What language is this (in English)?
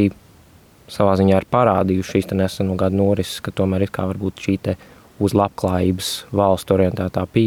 Latvian